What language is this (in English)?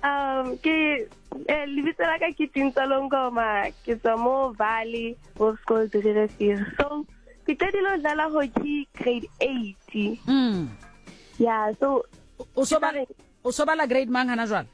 Southern Sotho